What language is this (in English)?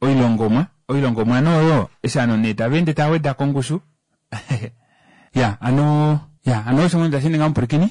Kuanyama